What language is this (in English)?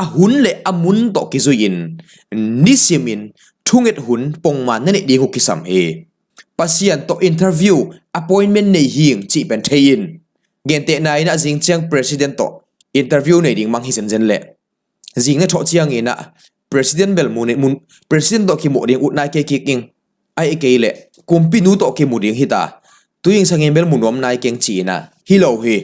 Tedim Chin